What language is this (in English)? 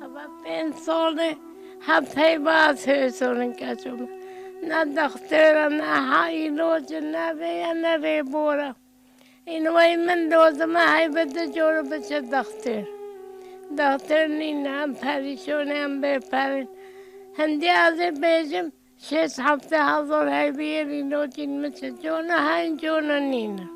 Kurdish